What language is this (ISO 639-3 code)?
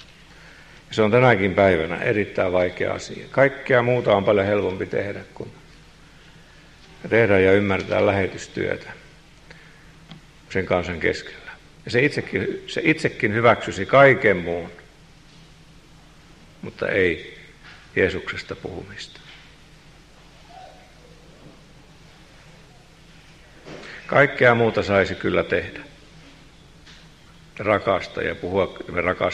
fin